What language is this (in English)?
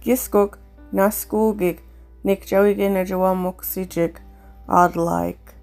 Mi'kmaw